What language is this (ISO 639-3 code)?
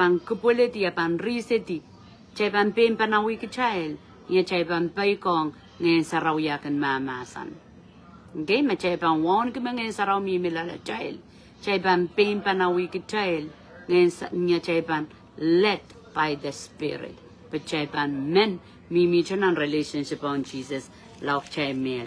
pon